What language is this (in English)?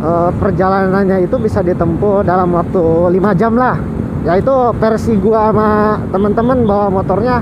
Betawi